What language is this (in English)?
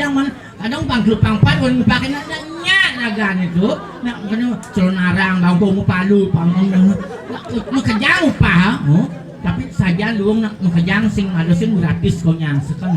Balinese